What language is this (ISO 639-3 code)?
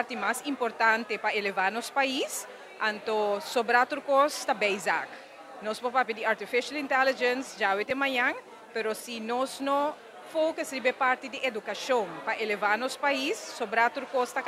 pap